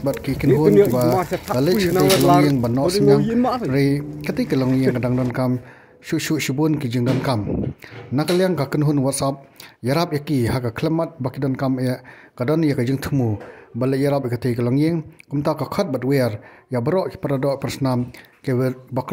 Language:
Khasi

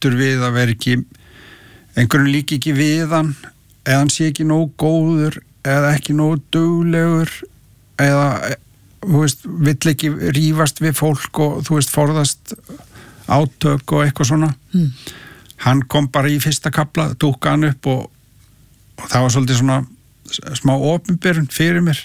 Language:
Icelandic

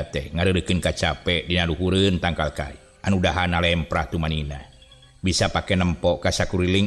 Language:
Sundanese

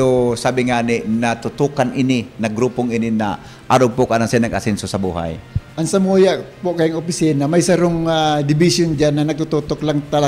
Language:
Bikol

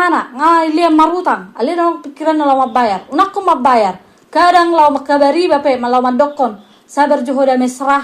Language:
Batak Toba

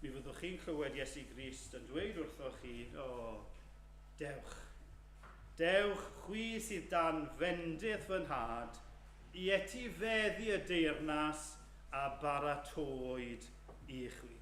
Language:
Welsh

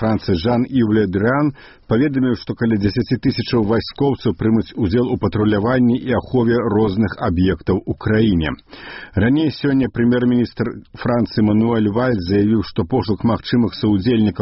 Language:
Belarusian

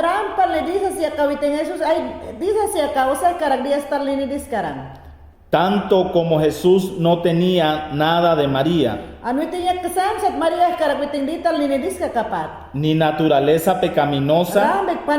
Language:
Mayangna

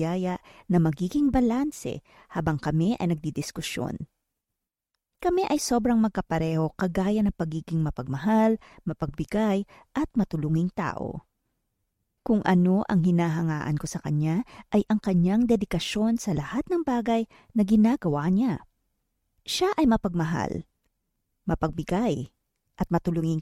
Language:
Filipino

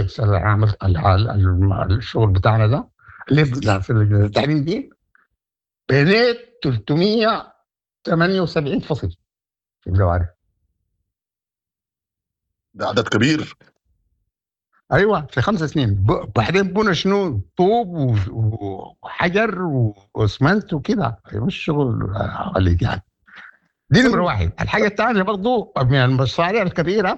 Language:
Sudanese Arabic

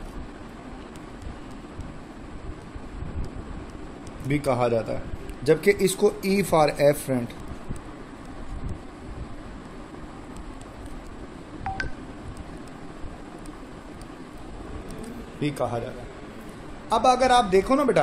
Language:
Hindi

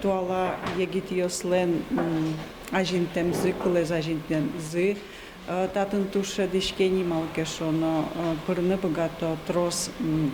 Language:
Udmurt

